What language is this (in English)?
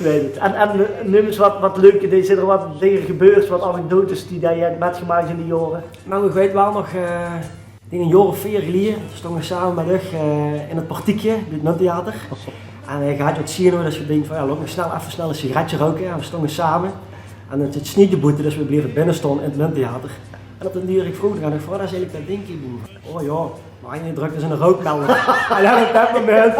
Limburgish